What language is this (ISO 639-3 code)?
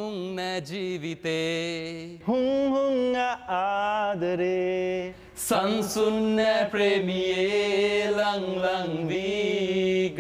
sin